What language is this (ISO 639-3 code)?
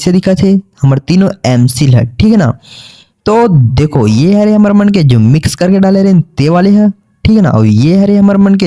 hne